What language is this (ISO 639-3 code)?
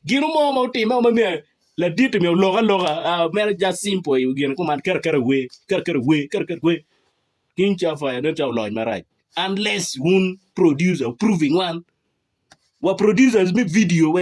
ach